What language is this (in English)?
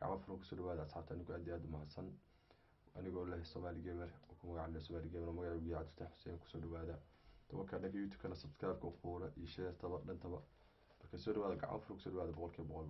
Somali